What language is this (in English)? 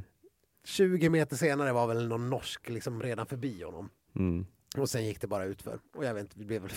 Swedish